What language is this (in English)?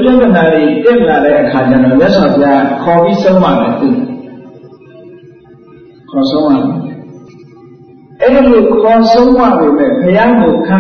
Burmese